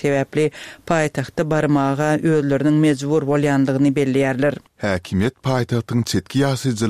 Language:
Turkmen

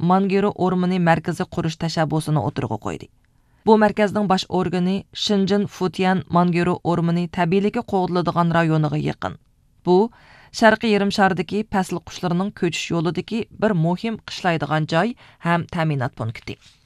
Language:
Uyghur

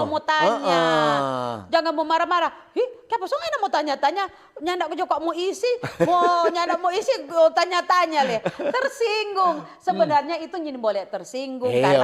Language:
Manado Malay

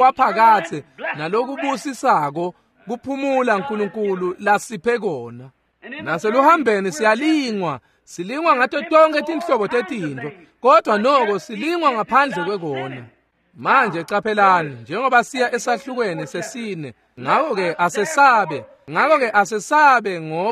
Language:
Swati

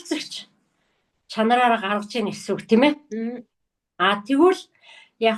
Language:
Mongolian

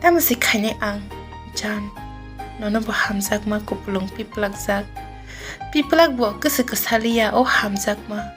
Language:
Kok Borok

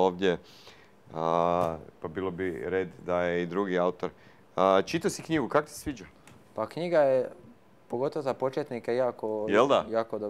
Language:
Croatian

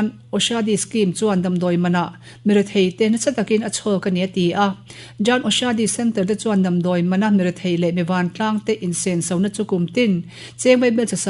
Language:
Mizo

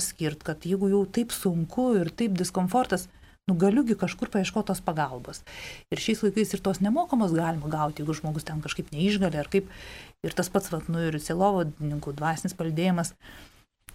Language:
Lithuanian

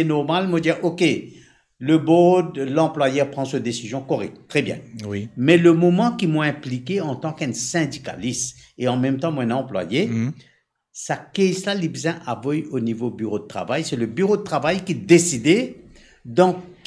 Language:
Morisyen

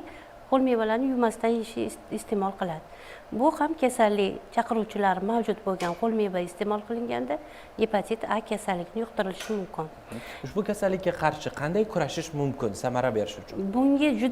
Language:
Uzbek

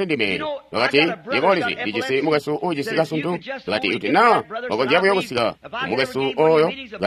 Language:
Tonga (Zambia)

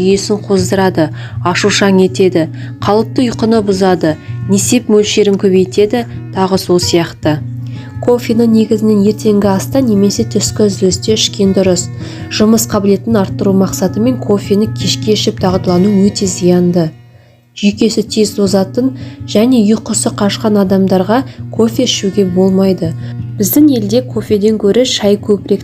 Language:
Kazakh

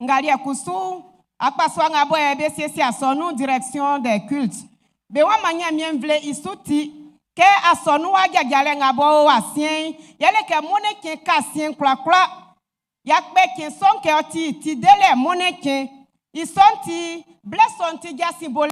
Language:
Baoulé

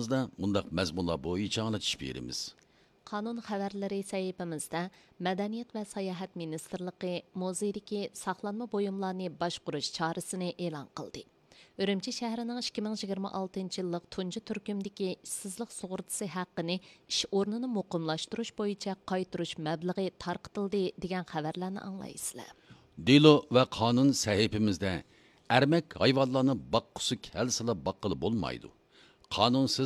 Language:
Uyghur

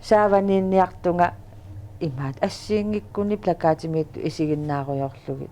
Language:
Kalaallisut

